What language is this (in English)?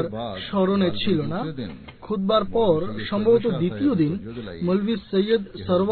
Bangla